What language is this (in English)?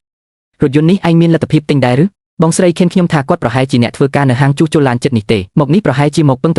Khmer